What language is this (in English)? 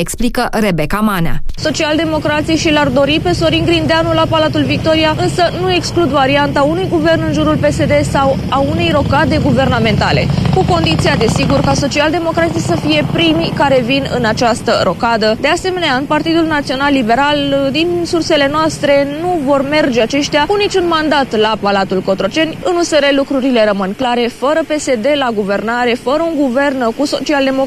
Romanian